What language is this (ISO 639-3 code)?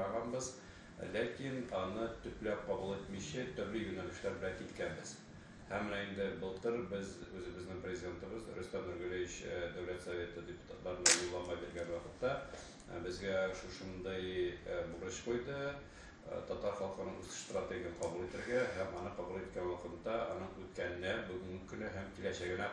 tat